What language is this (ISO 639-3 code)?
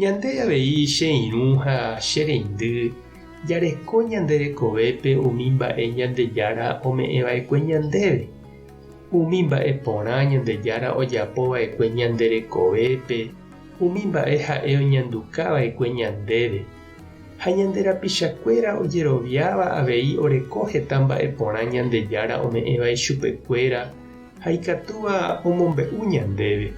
grn